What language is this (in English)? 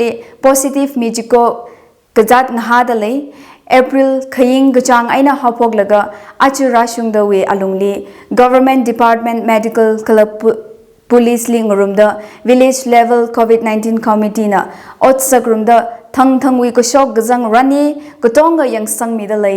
Tangkhul Naga (India)